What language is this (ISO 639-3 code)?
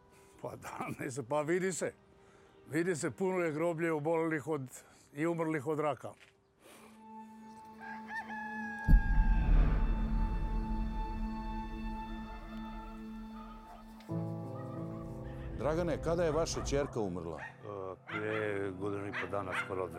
srp